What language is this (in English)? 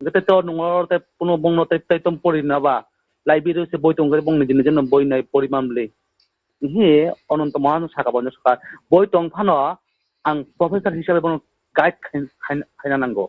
Kok Borok